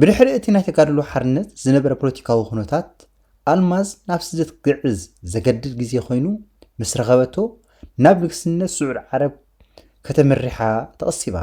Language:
Tigrinya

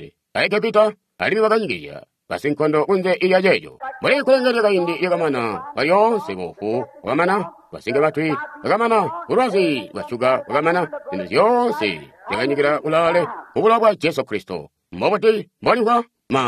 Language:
Tonga (Zambia)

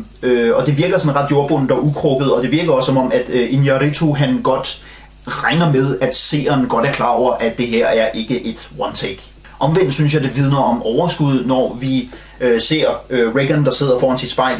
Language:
Danish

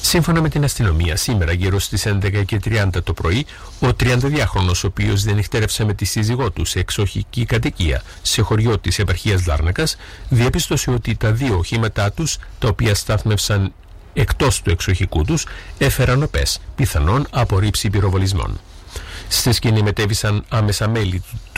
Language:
Greek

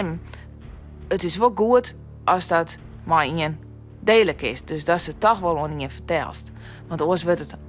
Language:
Western Frisian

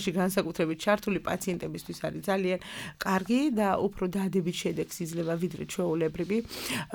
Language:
Georgian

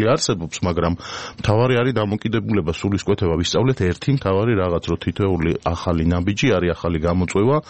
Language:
Georgian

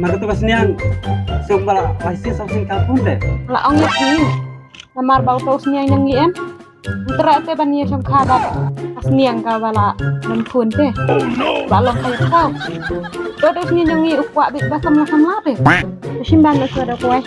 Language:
Khasi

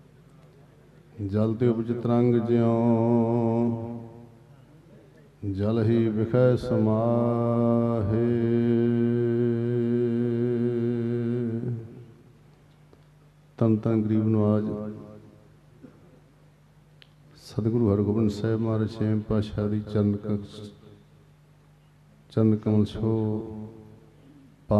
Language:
Punjabi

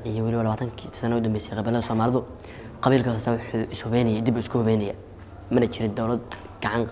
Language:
Somali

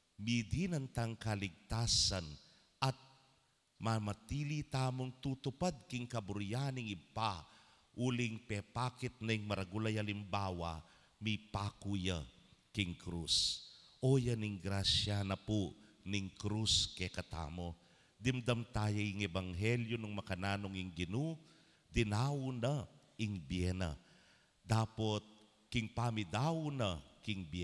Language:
Pampanga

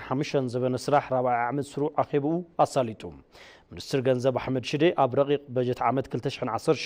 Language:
Tigrinya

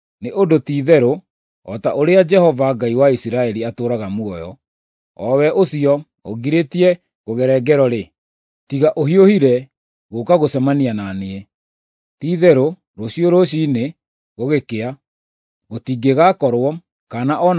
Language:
Kikuyu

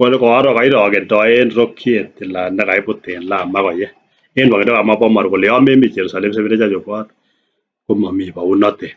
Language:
Kalenjin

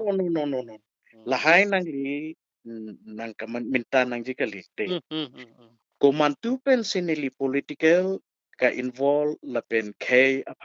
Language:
Karbi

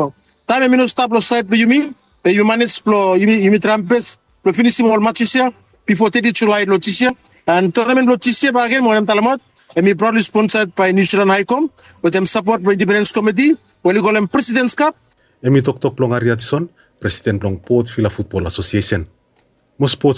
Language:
Bislama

